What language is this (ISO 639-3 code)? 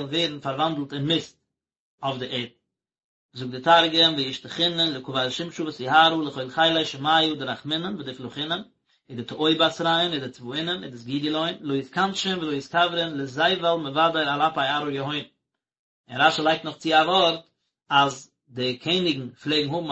yid